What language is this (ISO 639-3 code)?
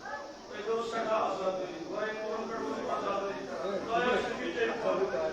kas